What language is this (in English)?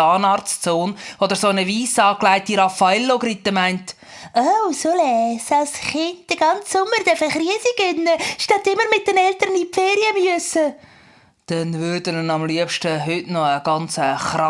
Swiss German